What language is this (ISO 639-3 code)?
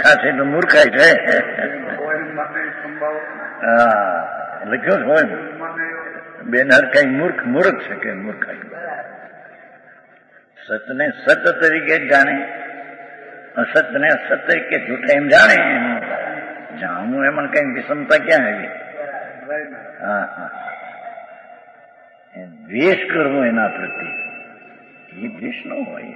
guj